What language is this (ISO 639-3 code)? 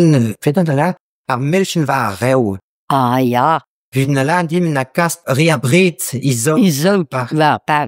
bre